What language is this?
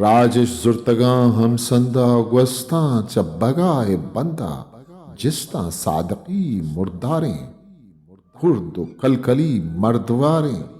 Eastern Balochi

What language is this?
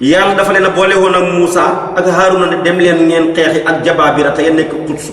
Wolof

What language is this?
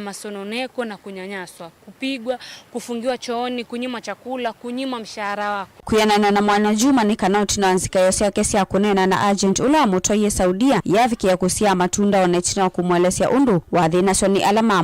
Kamba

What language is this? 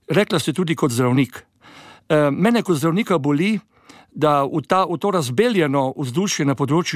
Slovenian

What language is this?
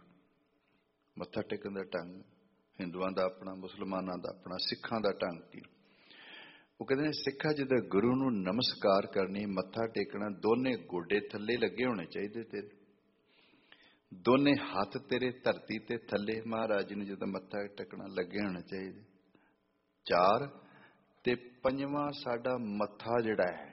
Punjabi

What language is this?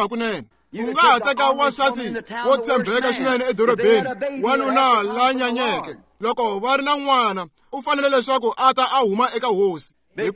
Tsonga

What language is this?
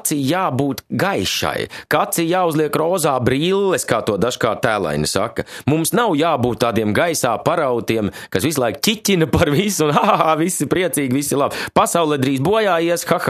Latvian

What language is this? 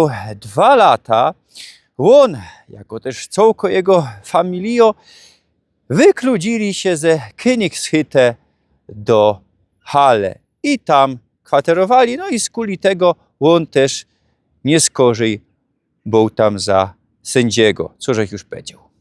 Silesian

